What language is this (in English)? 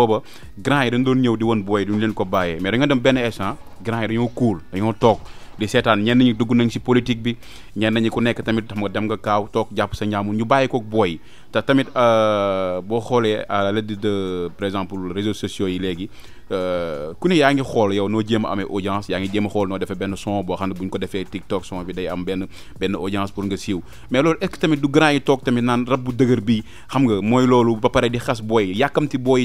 Wolof